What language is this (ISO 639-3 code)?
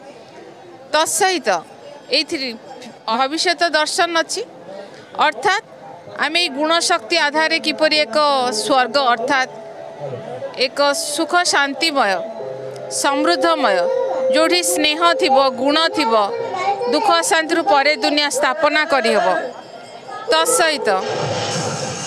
ori